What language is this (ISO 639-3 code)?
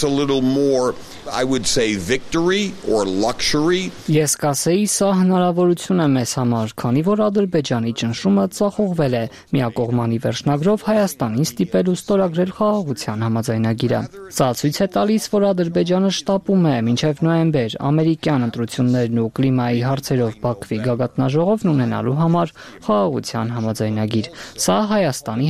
hye